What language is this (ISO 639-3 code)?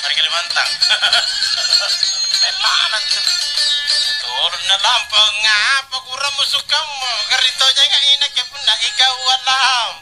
mak